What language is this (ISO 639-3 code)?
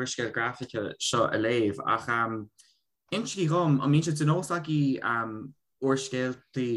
gle